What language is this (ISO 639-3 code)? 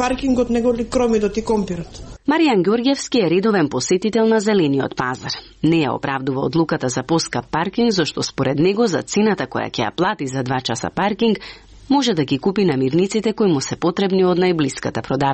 mkd